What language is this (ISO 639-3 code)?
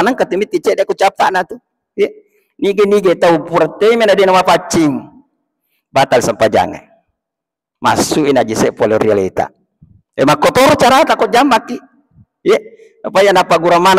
bug